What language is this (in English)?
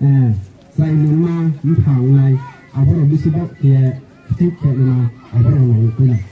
Riang (India)